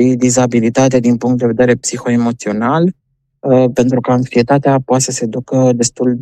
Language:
Romanian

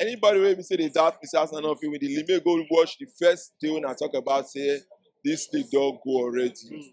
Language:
Nigerian Pidgin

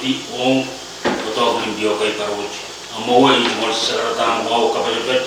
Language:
Pohnpeian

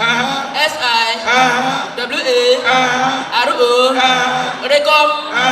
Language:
Nigerian Pidgin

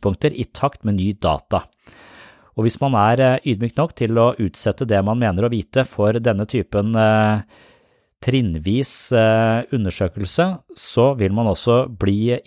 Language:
Norwegian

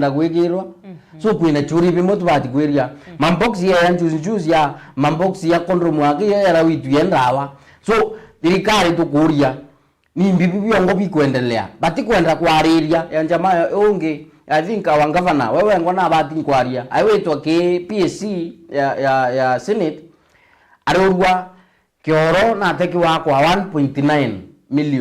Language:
Meru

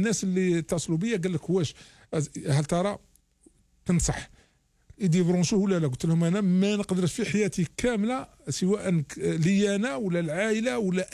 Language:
Algerian Arabic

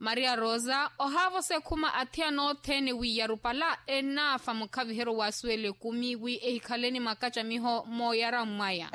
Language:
Makhuwa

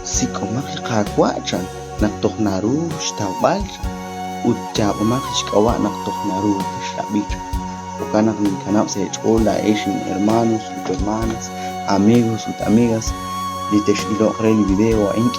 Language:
Kekchí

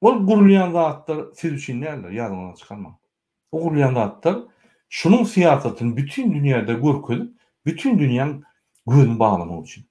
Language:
Turkmen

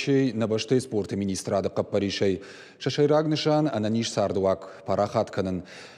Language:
Ossetic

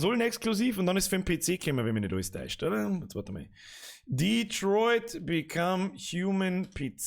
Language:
Bavarian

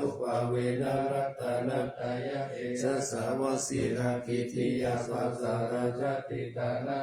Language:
Pali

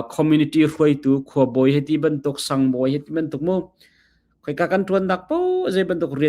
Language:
Hakha Chin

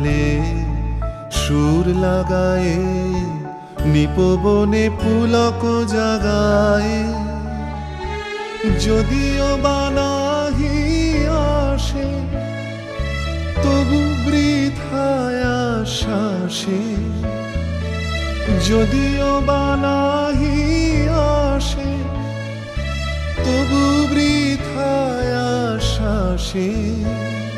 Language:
Bangla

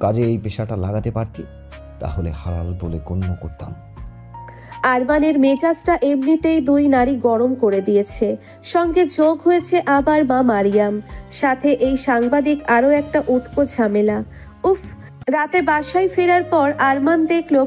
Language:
Bangla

